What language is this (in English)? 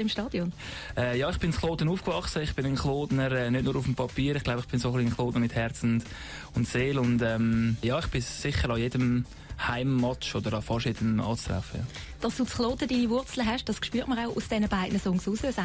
Swiss German